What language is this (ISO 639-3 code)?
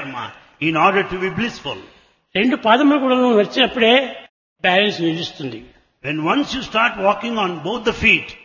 tel